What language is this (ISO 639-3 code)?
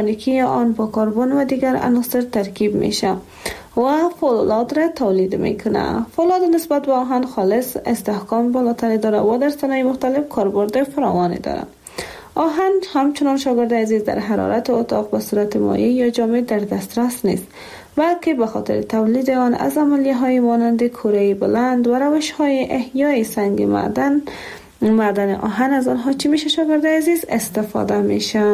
fas